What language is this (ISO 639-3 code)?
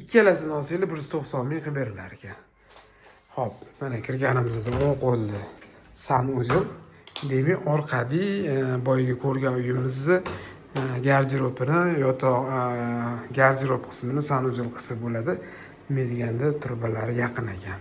uzb